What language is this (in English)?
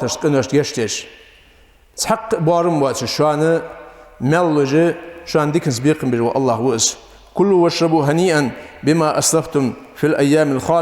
Ingush